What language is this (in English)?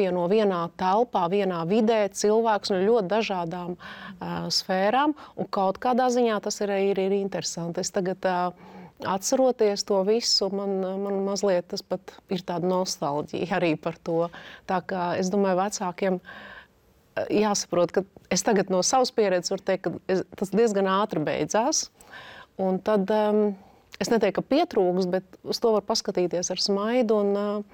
Latvian